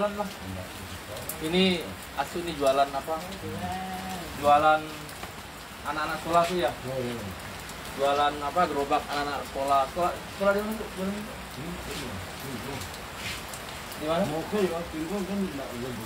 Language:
Indonesian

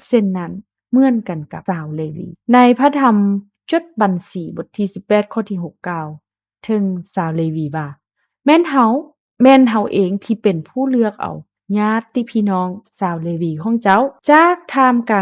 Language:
Lao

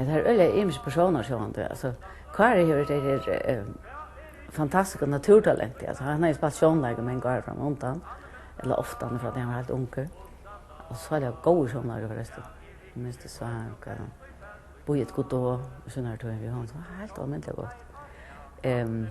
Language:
Faroese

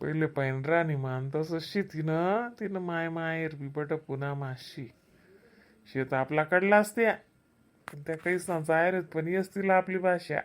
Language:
Khandesi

